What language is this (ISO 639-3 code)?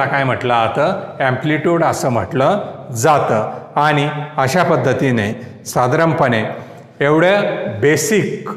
mar